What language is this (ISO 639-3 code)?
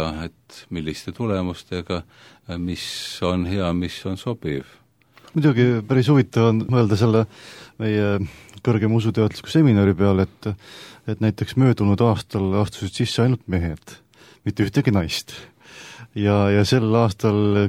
est